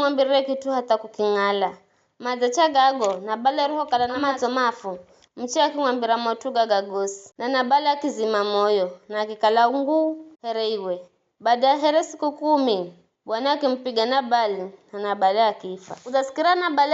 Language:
Giryama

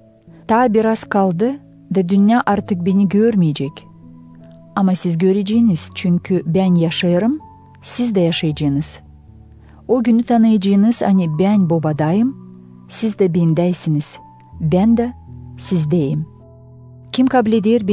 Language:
Gagauz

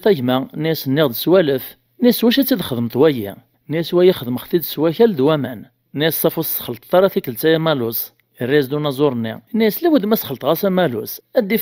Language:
Kabyle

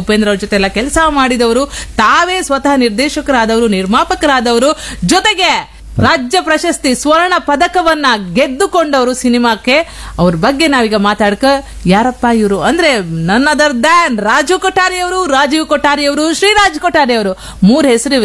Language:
Kannada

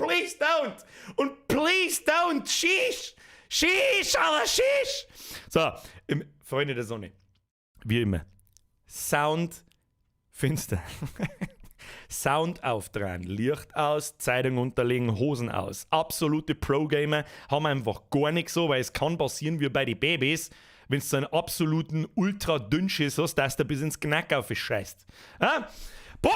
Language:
Bavarian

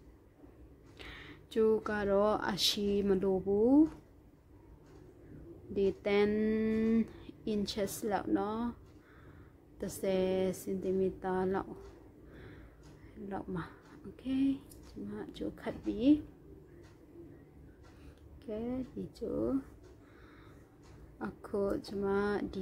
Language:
Burmese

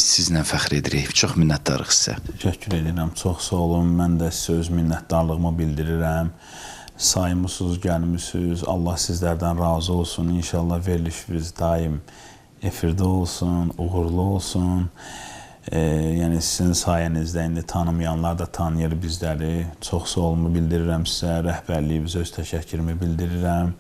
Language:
Azerbaijani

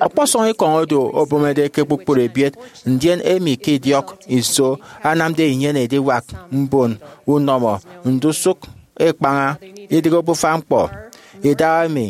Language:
Efik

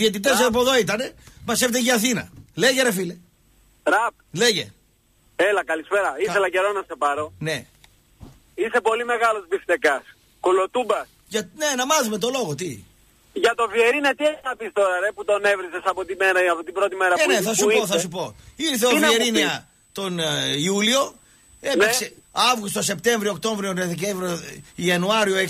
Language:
Greek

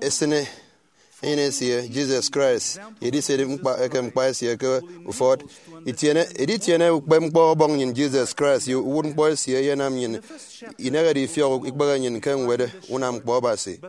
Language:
Efik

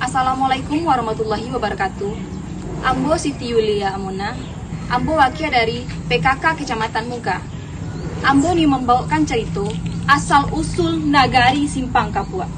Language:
Minangkabau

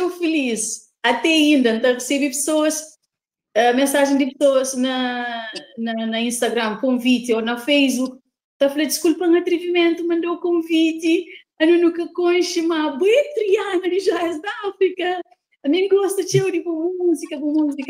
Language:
Kabuverdianu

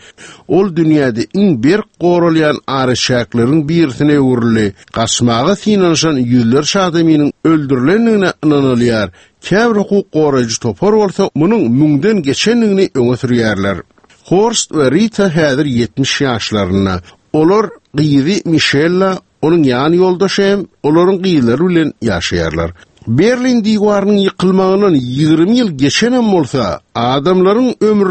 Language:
Turkmen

